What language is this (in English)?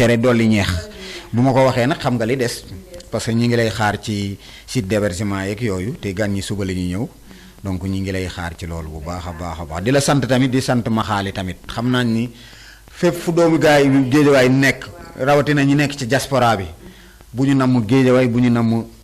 Wolof